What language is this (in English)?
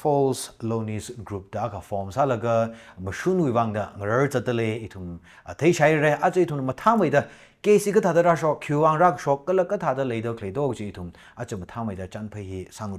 Tangkhul Naga (India)